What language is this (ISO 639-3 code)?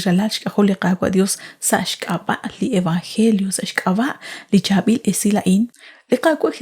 kek